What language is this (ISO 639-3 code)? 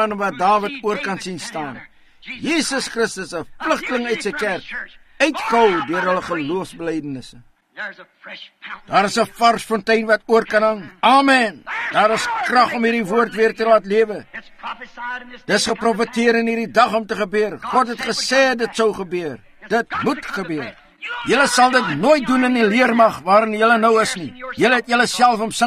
afr